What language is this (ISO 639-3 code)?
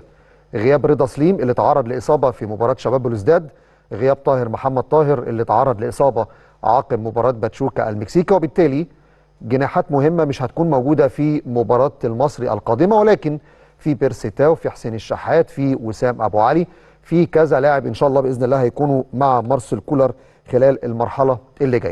arz